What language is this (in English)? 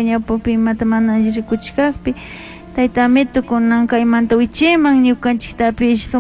Chimborazo Highland Quichua